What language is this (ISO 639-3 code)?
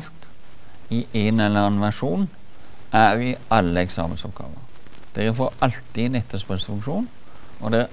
nor